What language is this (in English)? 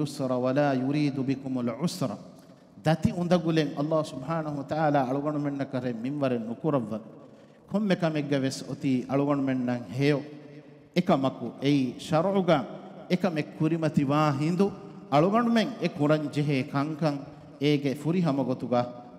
Divehi